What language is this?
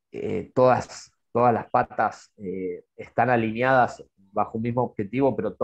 Spanish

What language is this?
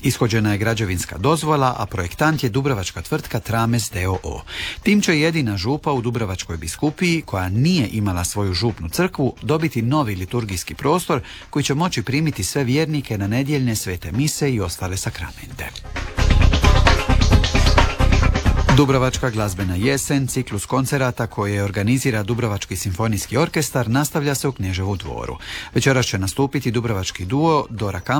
Croatian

